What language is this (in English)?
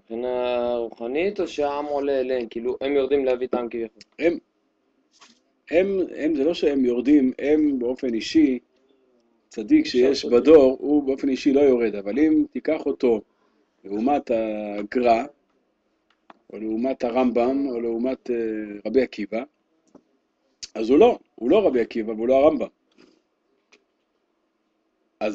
Hebrew